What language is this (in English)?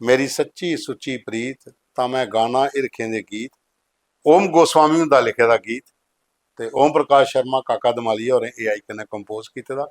Dogri